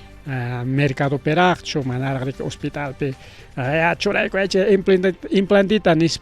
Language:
Ayacucho Quechua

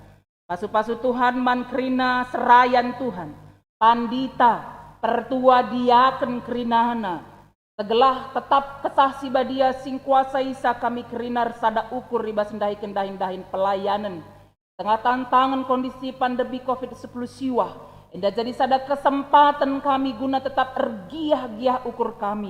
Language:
Batak Karo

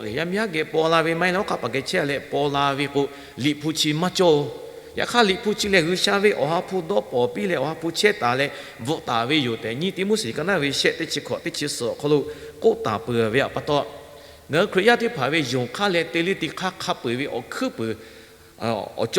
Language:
Lahu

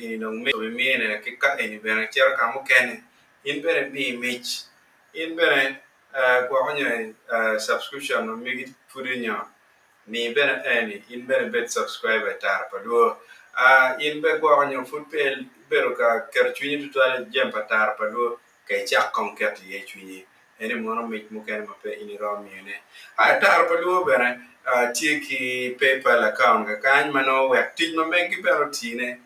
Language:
Acoli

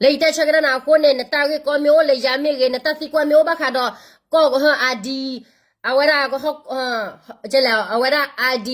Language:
S'gaw Karen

